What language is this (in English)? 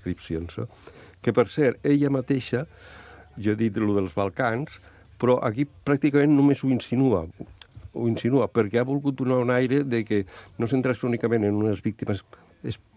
Catalan